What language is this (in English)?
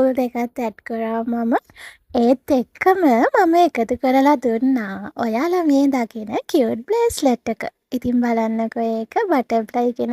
Sinhala